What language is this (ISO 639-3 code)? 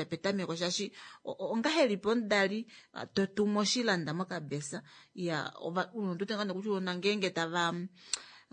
kua